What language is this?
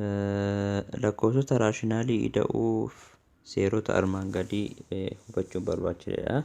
Oromo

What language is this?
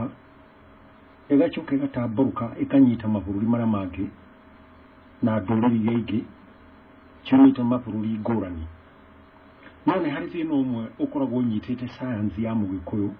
Kikuyu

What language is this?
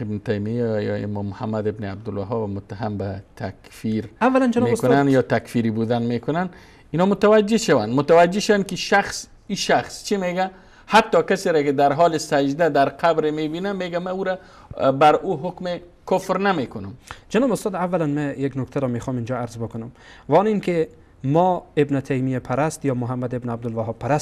Persian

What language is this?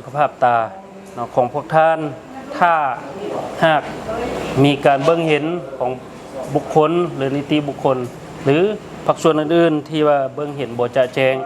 Lao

